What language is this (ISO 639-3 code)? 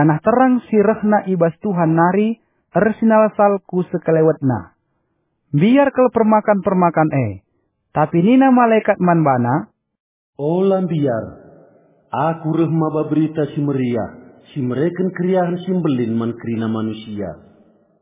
btx